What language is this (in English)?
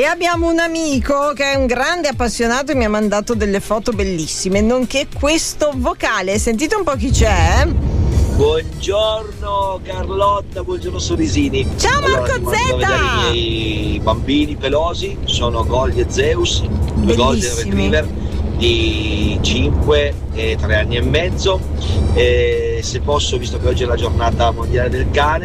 Italian